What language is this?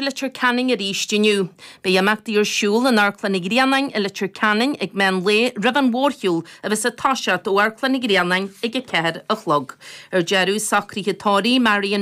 Irish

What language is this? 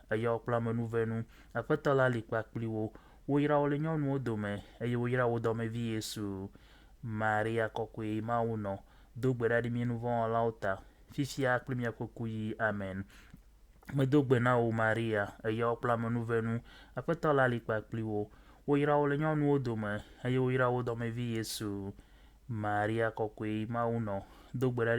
Ewe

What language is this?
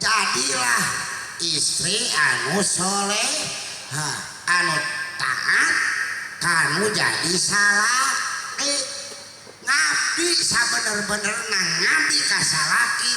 Sundanese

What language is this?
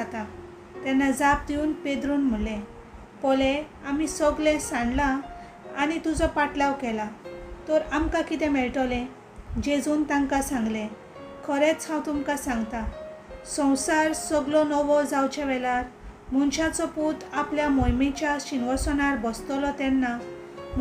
Konkani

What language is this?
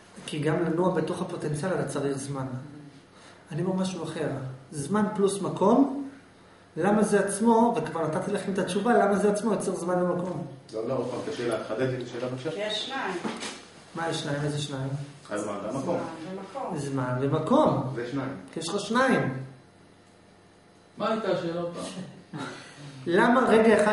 Hebrew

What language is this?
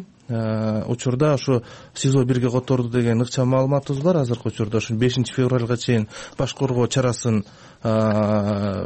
Kyrgyz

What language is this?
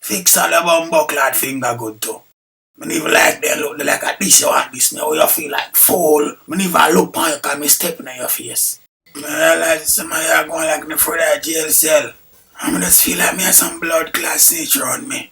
Jamaican Creole English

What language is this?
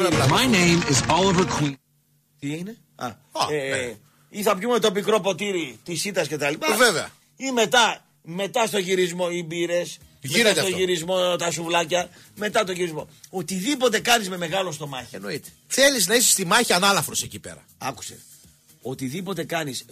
Greek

